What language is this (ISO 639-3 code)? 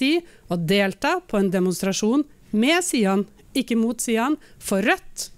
nor